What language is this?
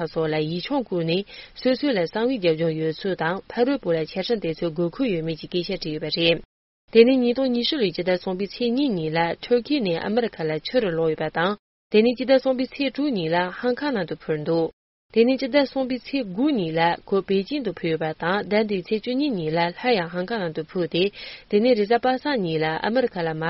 Tibetan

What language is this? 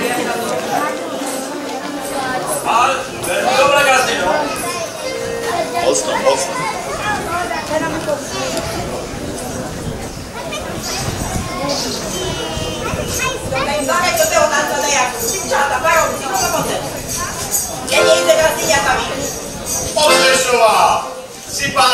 Slovak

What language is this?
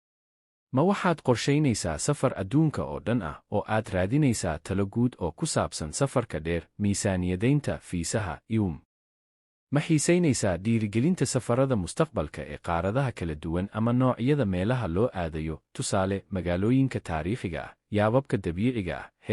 Somali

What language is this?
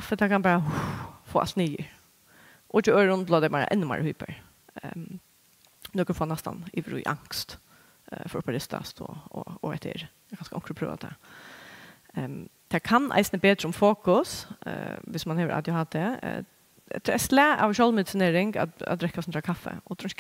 Faroese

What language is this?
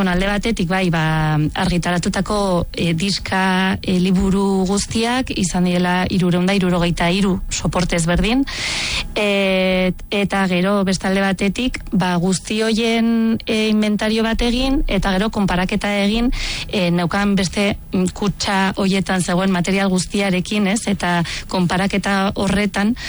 Basque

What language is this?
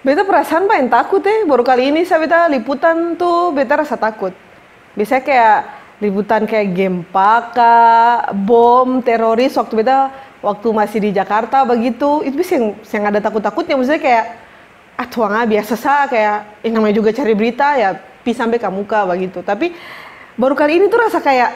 Ambonese Malay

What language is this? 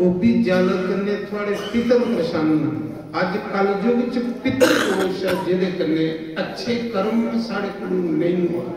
Dogri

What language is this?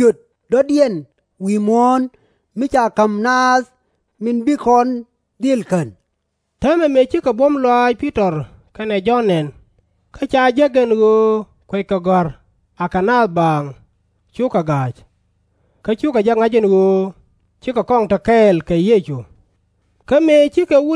Nuer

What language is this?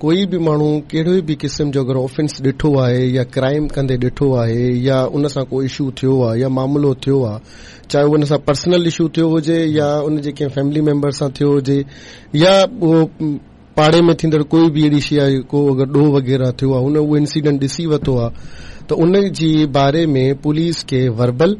Sindhi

